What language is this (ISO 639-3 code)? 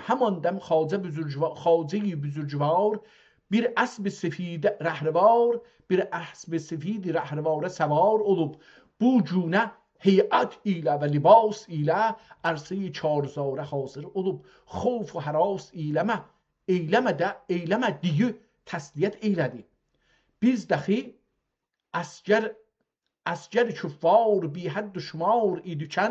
azb